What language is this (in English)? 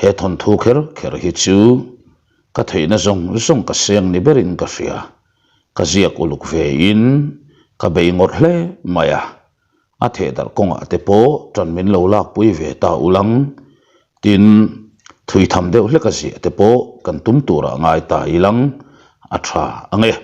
Mizo